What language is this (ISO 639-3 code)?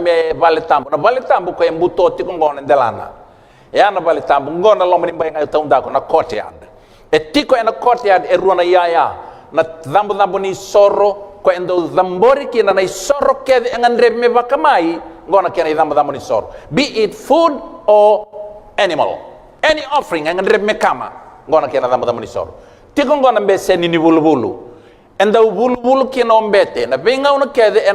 fij